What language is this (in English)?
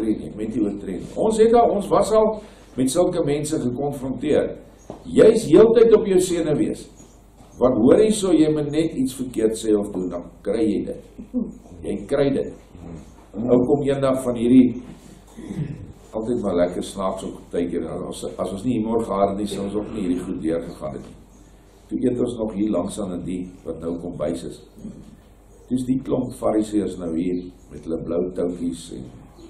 Afrikaans